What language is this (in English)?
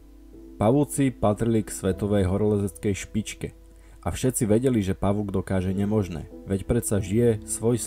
Slovak